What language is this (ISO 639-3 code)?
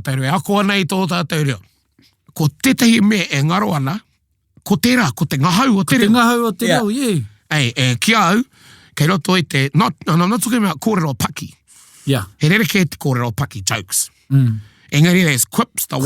mri